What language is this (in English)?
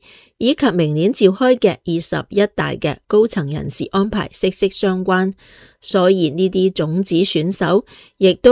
Cantonese